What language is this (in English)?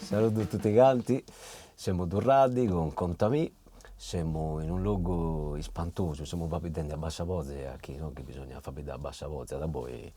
Sardinian